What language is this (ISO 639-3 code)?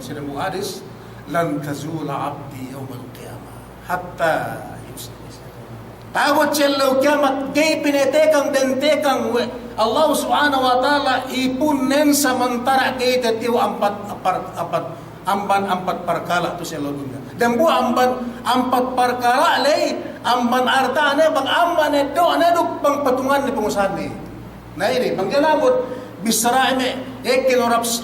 yka